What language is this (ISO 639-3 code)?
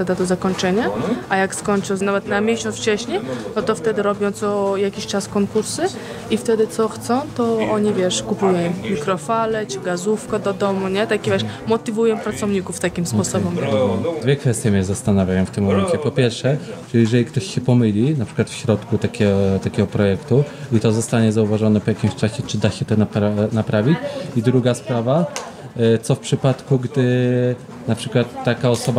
pol